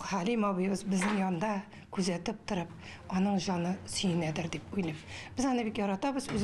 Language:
Tatar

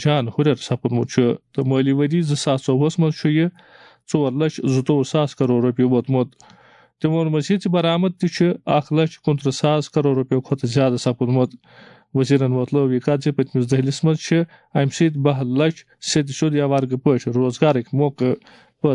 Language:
Kashmiri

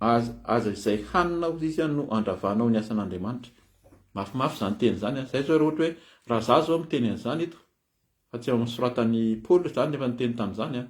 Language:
Malagasy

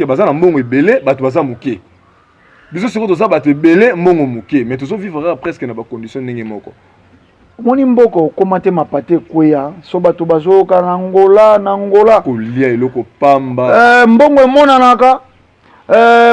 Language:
Lingala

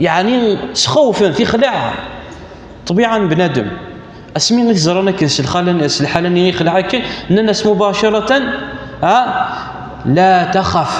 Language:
Kabyle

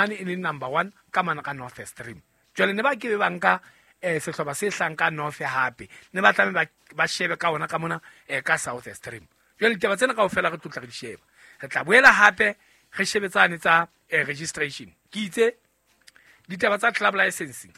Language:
Southern Sotho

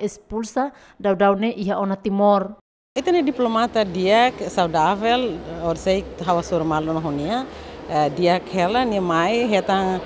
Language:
Tetum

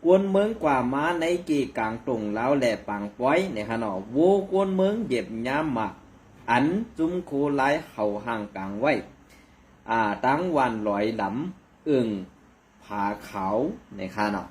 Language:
Shan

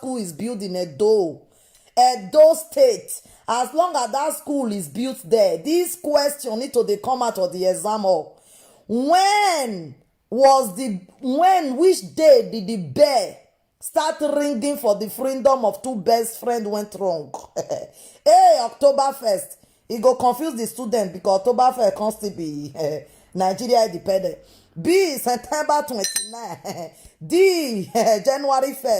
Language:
Nigerian Pidgin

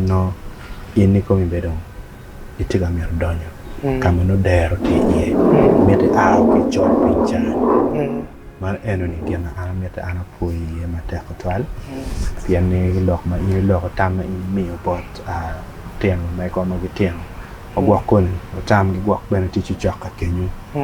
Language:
Acoli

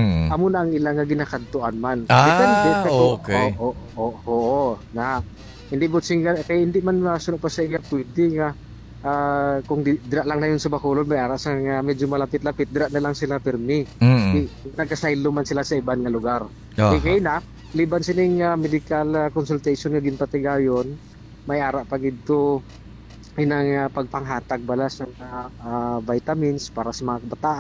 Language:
Hiligaynon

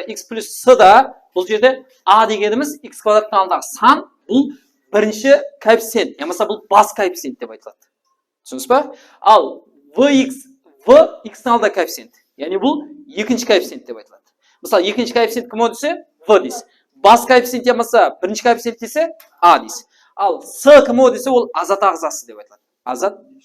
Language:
Kara-Kalpak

